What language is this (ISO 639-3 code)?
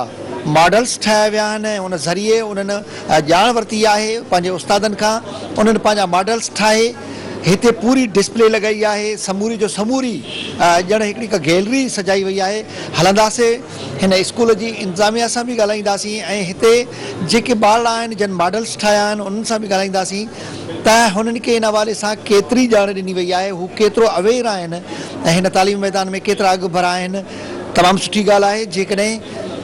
snd